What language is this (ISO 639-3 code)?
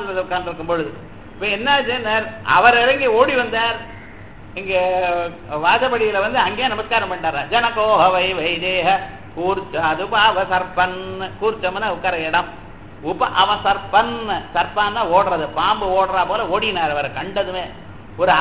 tam